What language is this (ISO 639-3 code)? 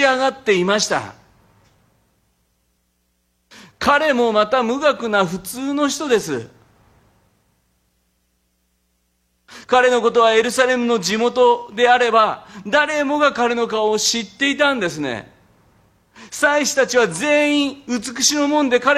jpn